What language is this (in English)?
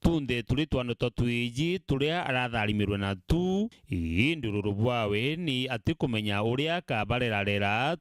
Meru